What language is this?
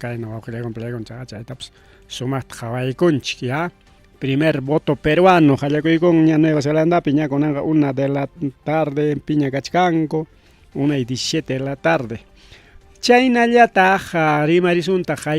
Ayacucho Quechua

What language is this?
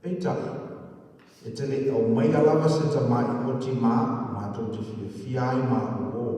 Samoan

